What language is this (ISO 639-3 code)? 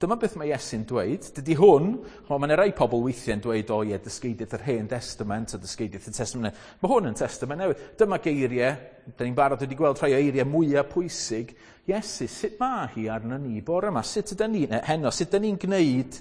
cym